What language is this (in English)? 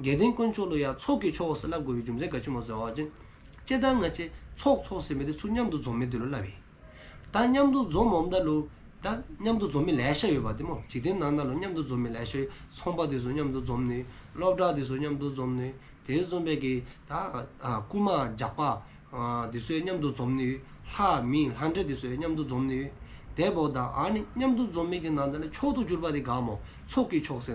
Dzongkha